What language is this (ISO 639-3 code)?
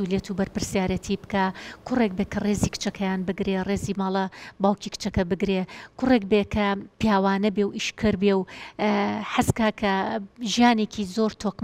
ckb